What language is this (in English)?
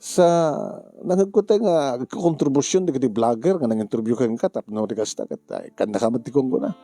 Iloko